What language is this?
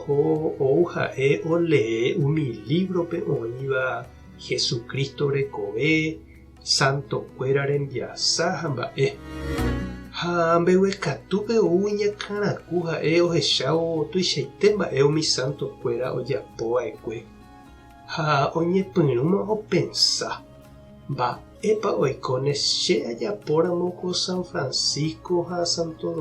Guarani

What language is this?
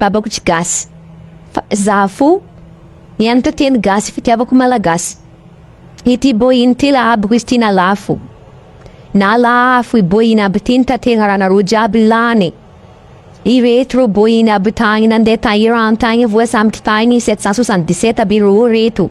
Malagasy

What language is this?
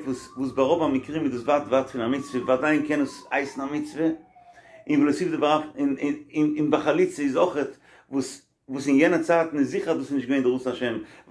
Yiddish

